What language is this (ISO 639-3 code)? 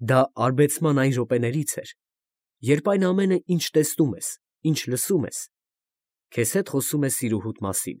hye